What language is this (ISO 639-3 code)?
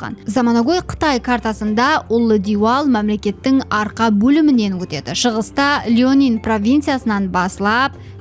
kaa